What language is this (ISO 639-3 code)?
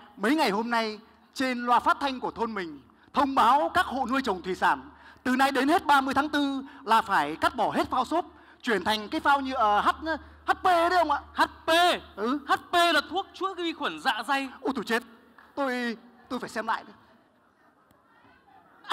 vie